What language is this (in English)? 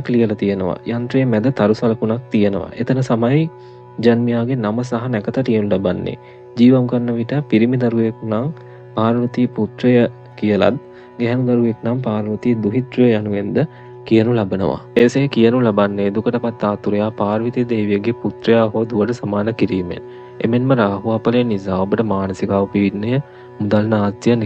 Sinhala